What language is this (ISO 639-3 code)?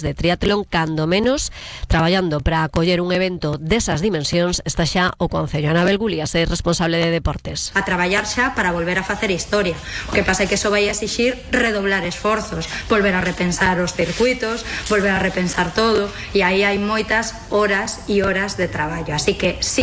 glg